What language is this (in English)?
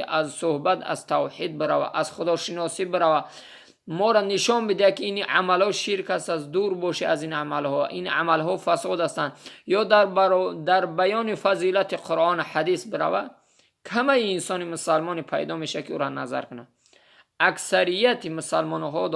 Tajik